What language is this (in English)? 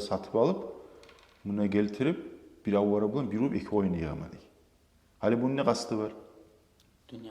Kumyk